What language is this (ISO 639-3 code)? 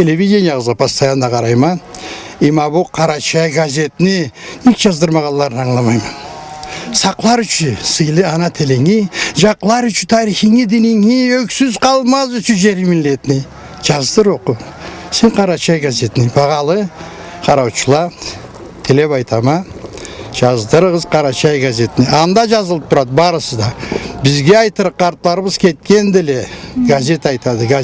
krc